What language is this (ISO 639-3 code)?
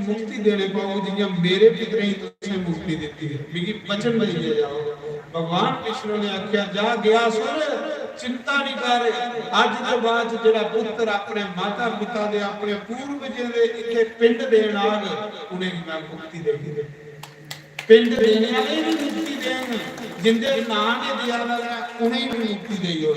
doi